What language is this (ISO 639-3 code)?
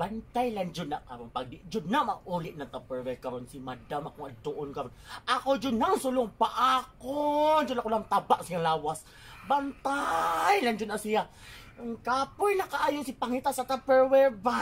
ceb